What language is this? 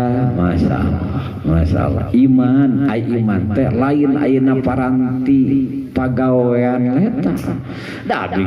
Sundanese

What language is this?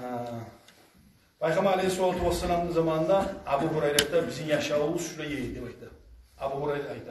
Kumyk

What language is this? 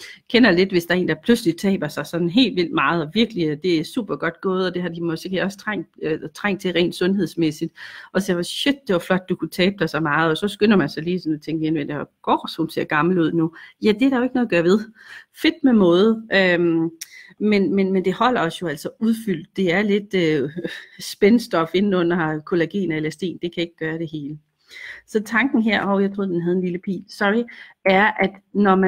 Danish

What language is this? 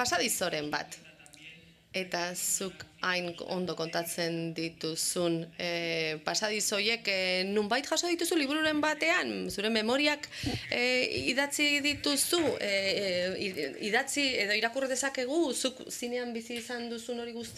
Basque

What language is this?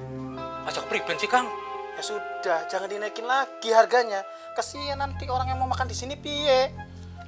Betawi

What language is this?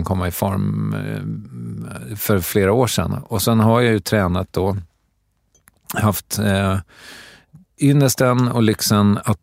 Swedish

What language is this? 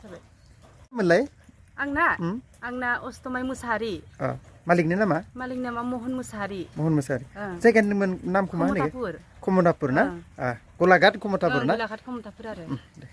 Bodo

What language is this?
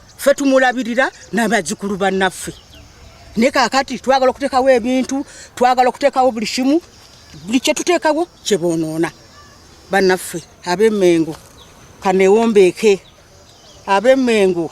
Ganda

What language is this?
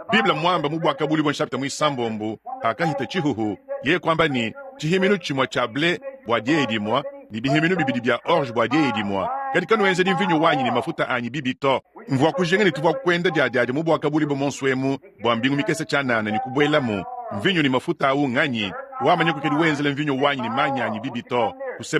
Luba-Lulua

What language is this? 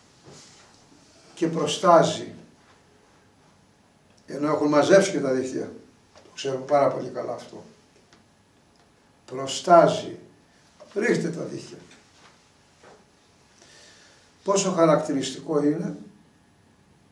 Greek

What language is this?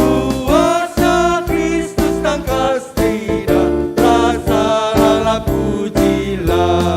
Batak Karo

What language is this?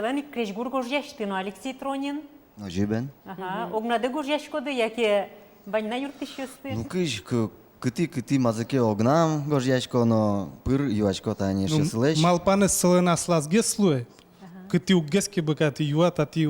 Udmurt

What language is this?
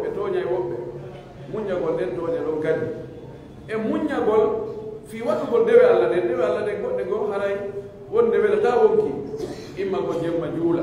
Pular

